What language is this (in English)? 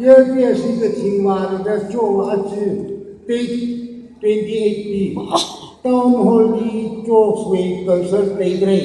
Tangkhul Naga (India)